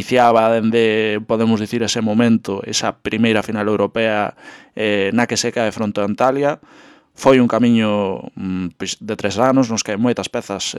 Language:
Galician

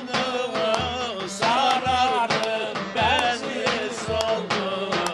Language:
Turkish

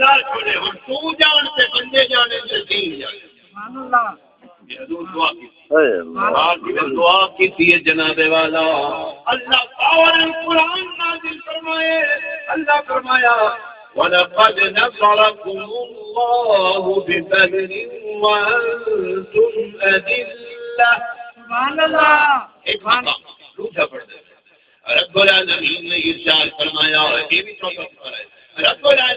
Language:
Saraiki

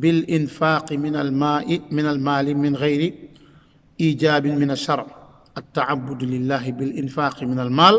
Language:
Wolof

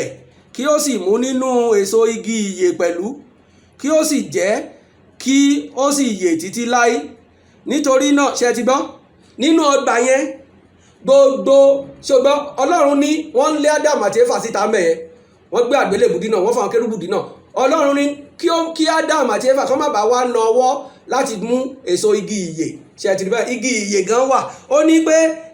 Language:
Yoruba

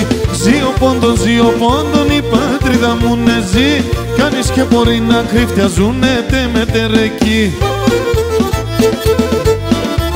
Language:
Pontic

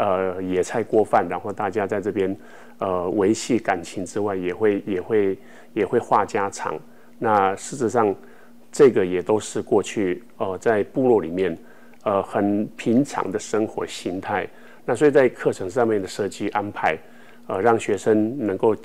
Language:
Chinese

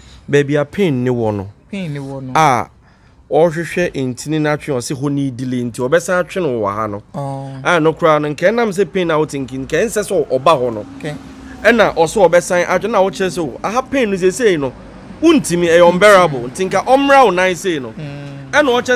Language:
Akan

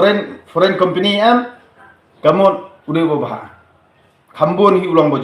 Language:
Khasi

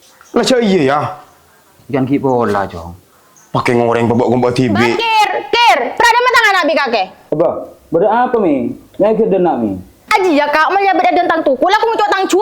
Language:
Madurese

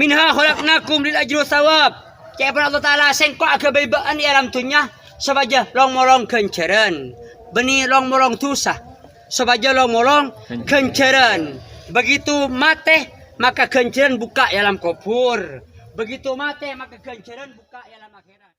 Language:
Madurese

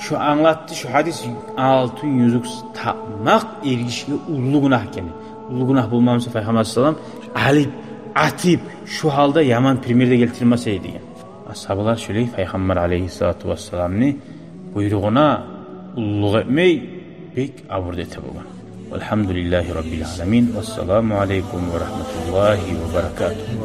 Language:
Kumyk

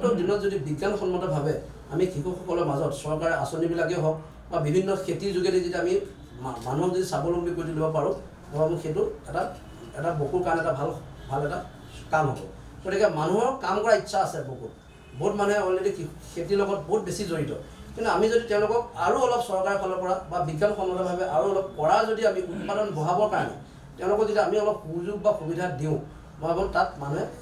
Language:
Assamese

